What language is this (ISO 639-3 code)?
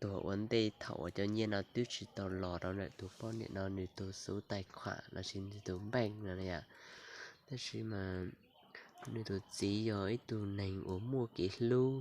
hmn